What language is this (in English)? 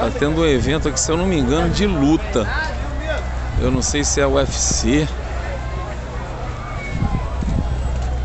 Portuguese